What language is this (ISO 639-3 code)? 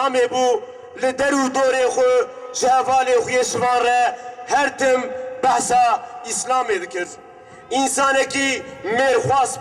kur